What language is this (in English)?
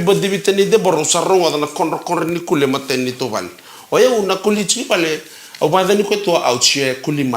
Fijian